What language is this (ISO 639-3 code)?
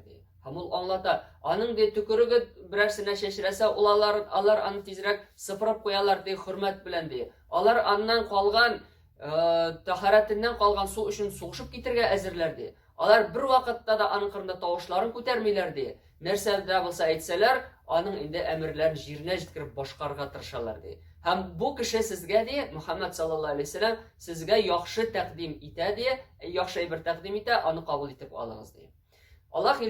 tat